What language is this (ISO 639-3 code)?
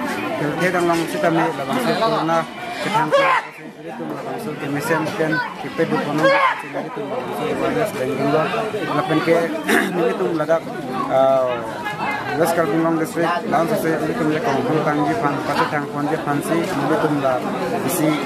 mjw